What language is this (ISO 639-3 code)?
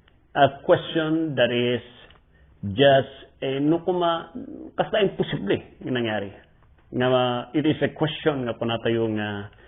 ilo